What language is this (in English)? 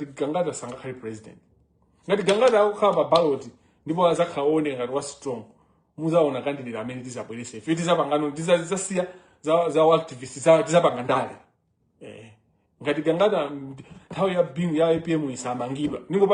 Nyanja